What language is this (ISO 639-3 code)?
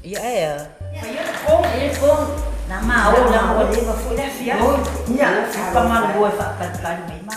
smo